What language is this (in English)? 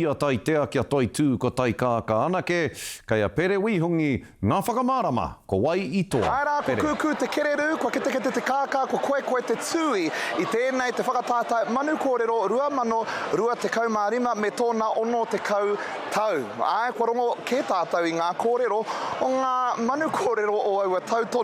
Māori